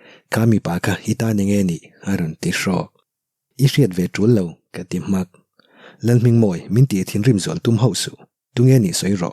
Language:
Mizo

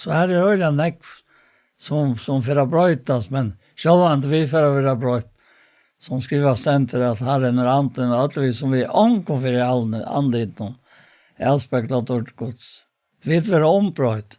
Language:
Faroese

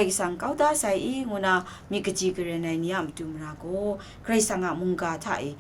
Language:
Kachin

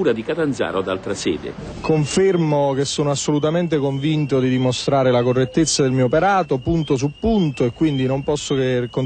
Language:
Italian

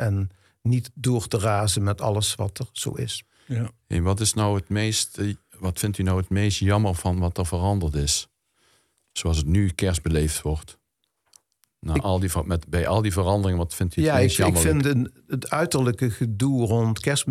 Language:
Dutch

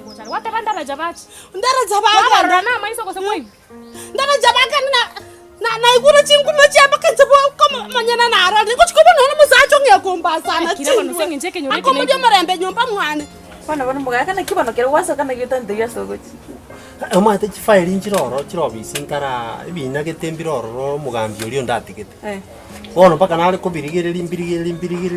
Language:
Gusii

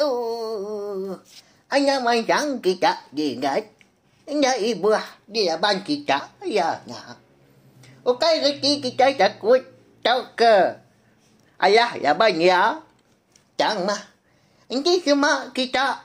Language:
Iban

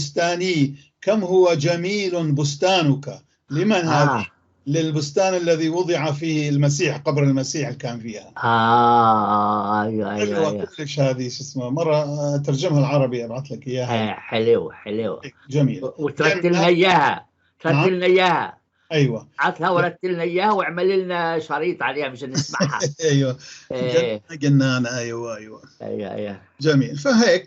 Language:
North Levantine Arabic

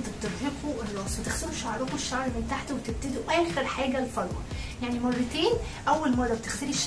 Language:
Egyptian Arabic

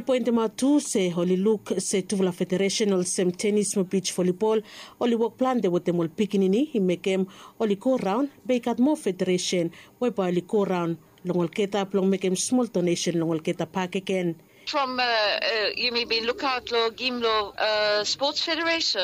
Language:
Bislama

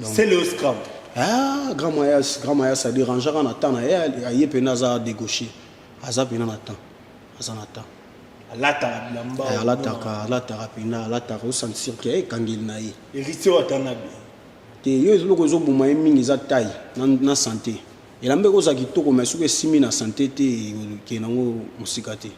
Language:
Lingala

